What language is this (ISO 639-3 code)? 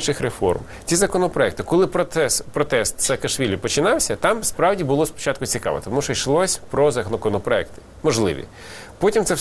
ukr